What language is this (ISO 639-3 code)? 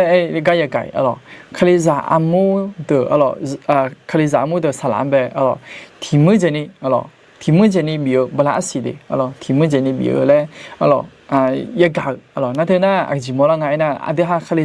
ahk